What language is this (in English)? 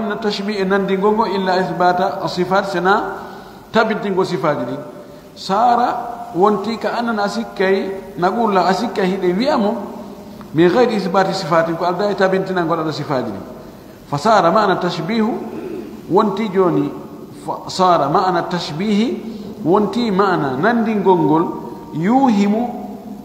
Fula